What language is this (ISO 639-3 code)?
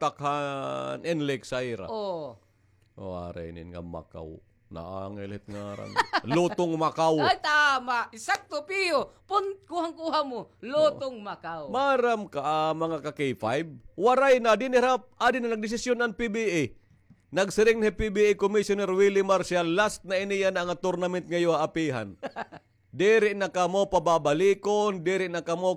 war